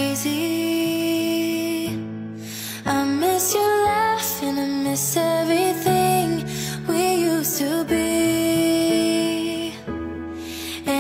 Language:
Indonesian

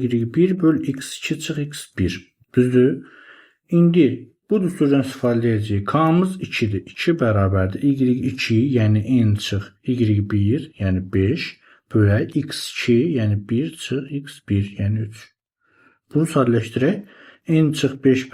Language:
Azerbaijani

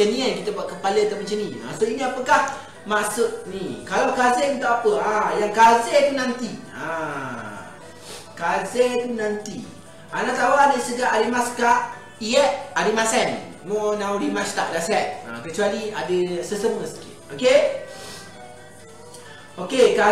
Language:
Malay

